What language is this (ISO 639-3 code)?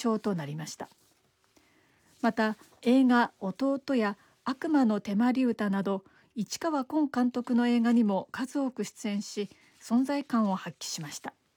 jpn